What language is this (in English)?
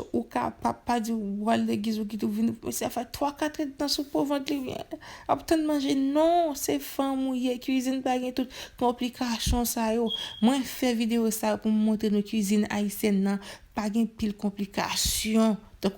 Haitian Creole